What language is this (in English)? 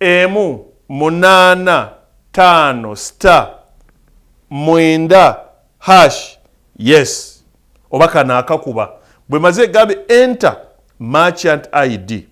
Ganda